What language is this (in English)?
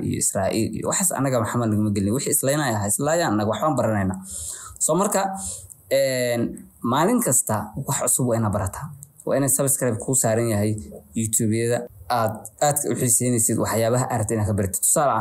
Somali